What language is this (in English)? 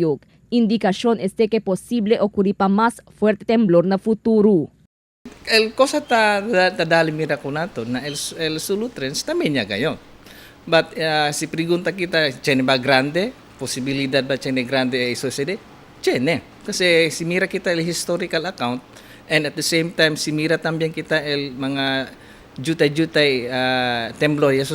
Chavacano